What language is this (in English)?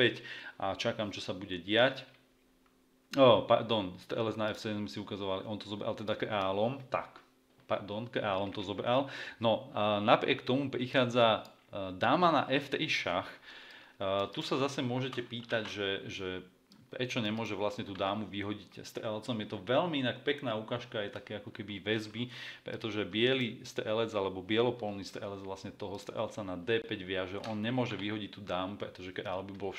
Slovak